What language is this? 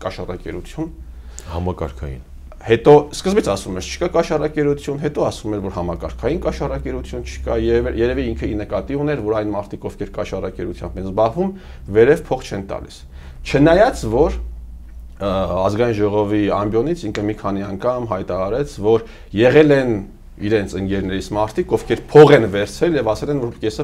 Armenian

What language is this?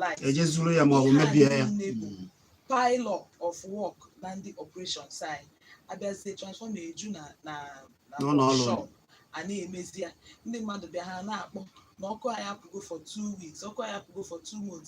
Igbo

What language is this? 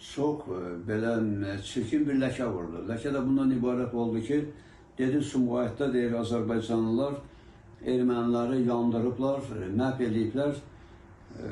Azerbaijani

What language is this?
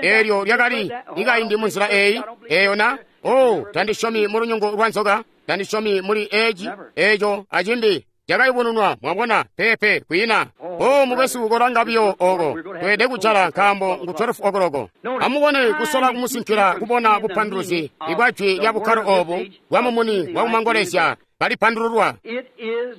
Tonga (Zambia)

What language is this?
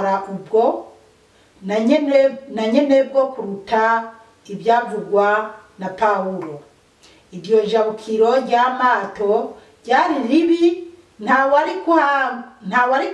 Rundi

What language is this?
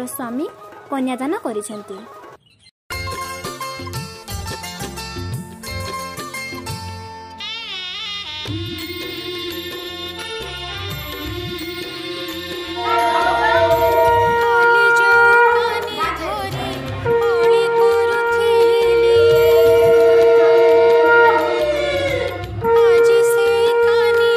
Odia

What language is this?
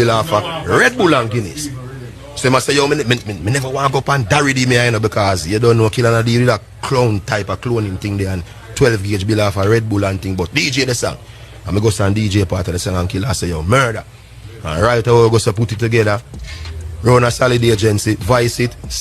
Jamaican Creole English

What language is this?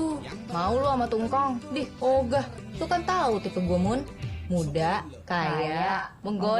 Betawi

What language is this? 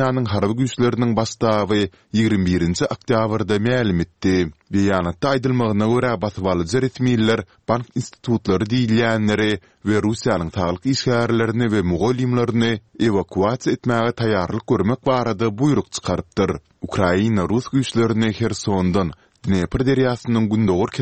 Turkmen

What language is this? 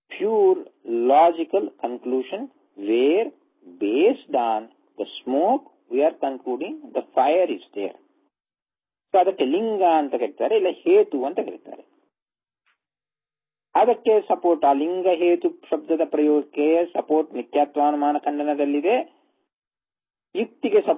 Kannada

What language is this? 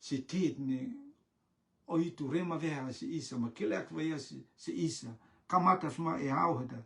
Rotuman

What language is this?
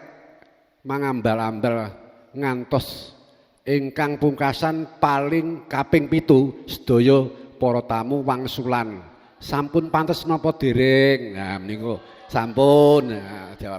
Javanese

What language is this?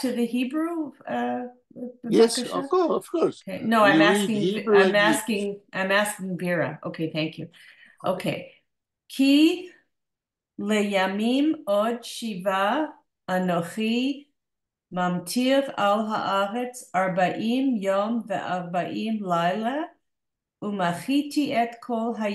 Yiddish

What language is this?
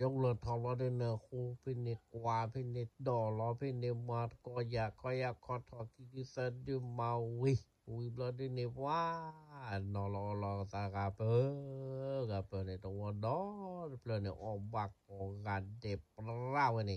S'gaw Karen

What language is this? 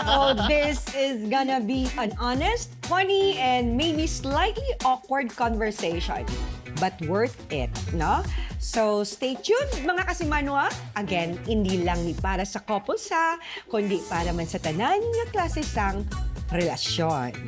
Hiligaynon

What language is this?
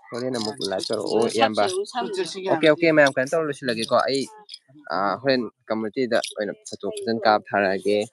Manipuri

